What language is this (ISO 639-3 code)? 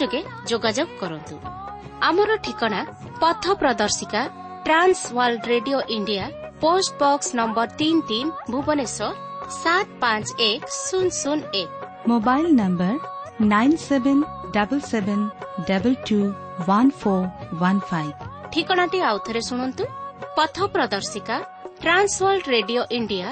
ori